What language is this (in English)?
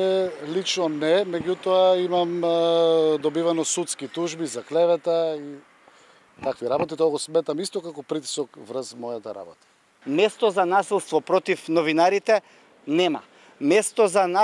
Macedonian